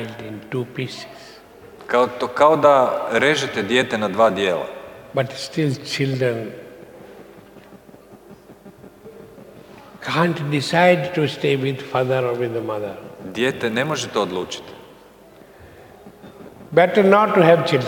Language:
Croatian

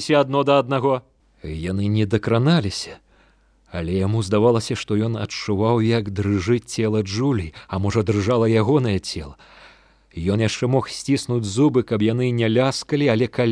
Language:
Belarusian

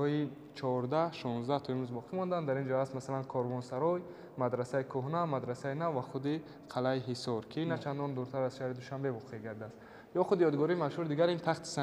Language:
Tajik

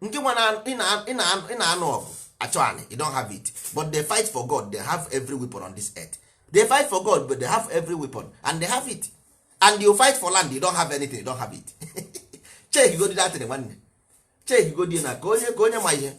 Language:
Igbo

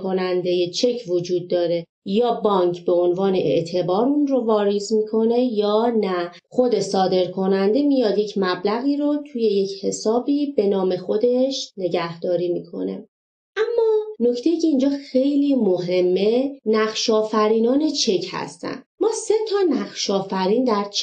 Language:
Persian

